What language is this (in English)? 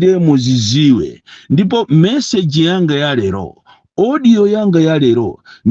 Nyanja